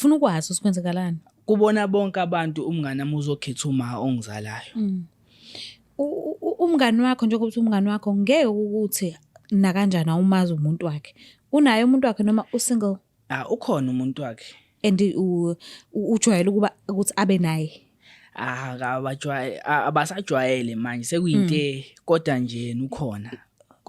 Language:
Zulu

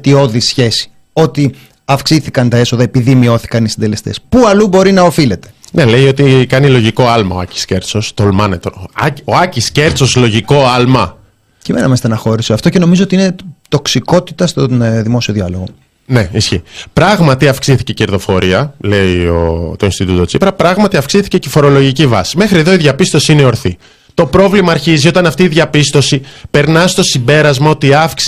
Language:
Greek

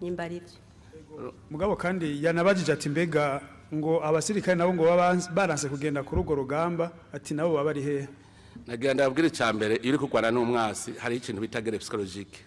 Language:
Rundi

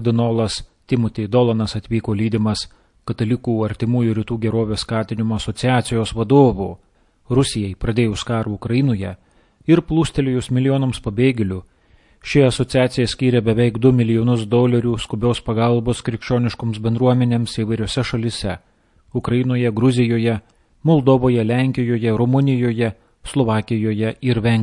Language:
Lithuanian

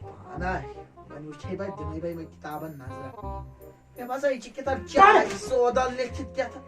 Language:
Kashmiri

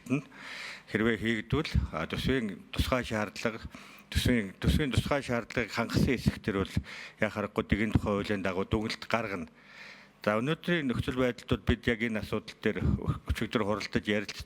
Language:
Mongolian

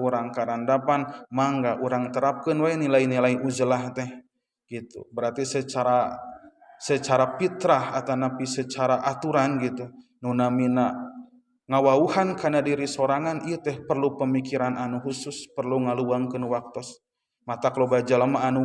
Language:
Sundanese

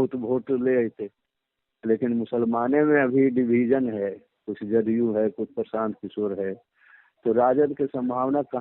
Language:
Magahi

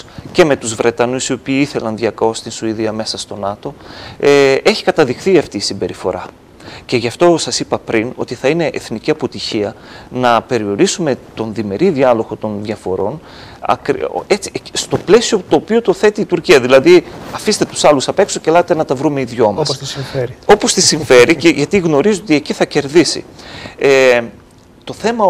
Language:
Greek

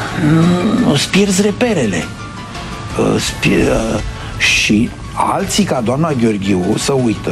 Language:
Romanian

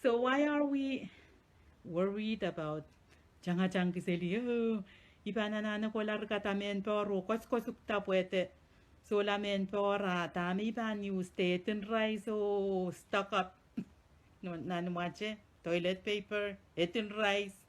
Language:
Pohnpeian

